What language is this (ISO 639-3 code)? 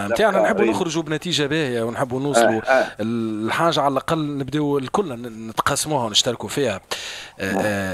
aeb